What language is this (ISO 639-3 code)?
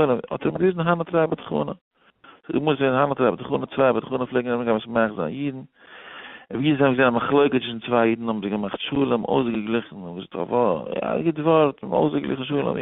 yid